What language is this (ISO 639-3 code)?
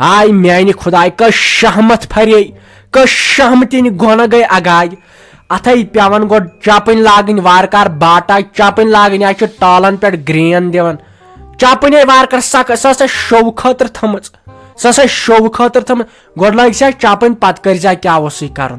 kas